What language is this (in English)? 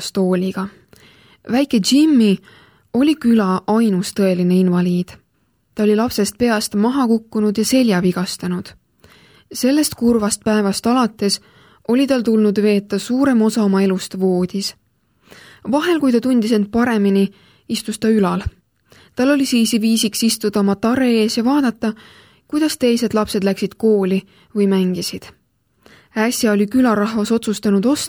Estonian